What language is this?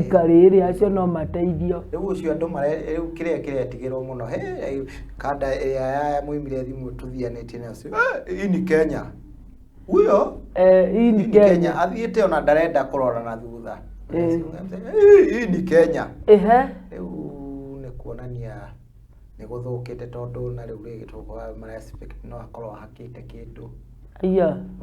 Kikuyu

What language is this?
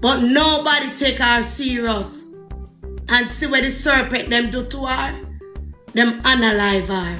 Jamaican Creole English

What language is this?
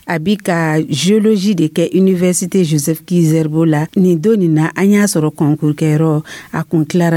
Dyula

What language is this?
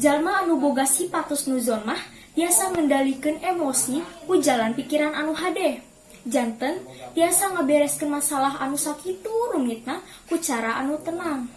Sundanese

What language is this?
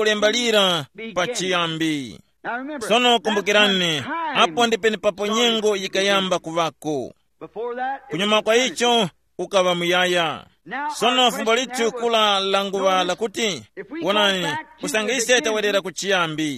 Tumbuka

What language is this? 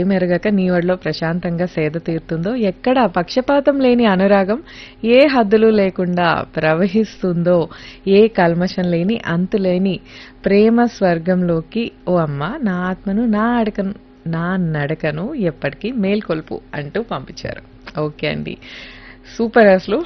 Telugu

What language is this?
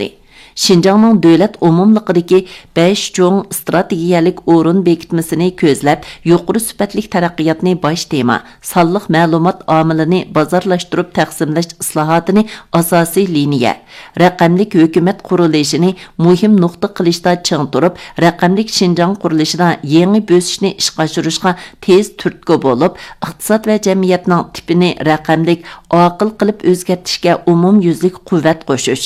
Uyghur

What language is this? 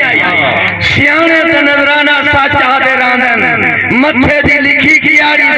Saraiki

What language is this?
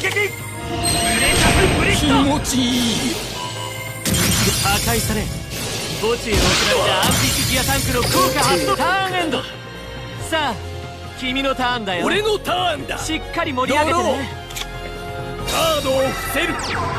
Japanese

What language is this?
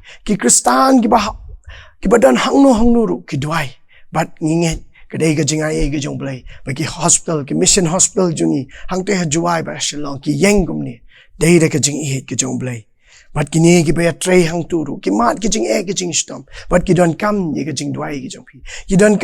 Khasi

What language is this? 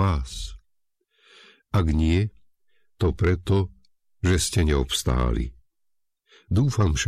Slovak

